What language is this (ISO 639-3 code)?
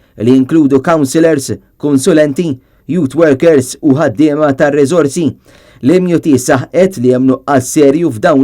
mlt